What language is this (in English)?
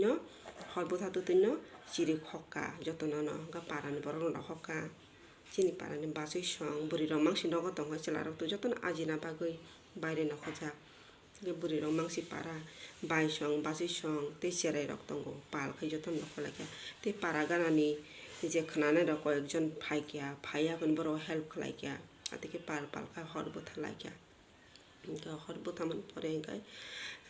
Kok Borok